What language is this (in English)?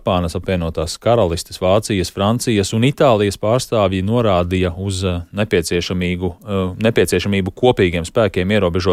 Latvian